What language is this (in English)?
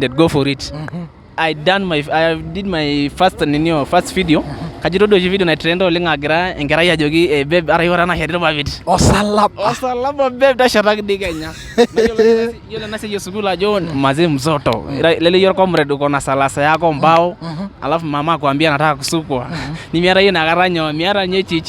Masai